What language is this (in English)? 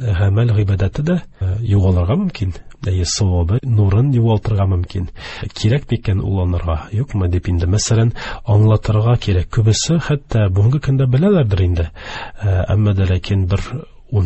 Tatar